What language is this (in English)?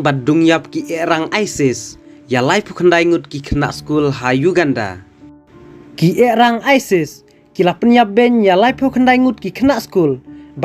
Khasi